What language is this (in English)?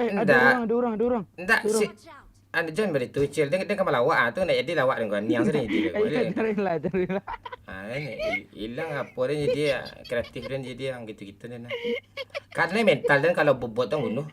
Minangkabau